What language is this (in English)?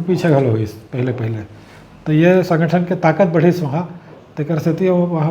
Chhattisgarhi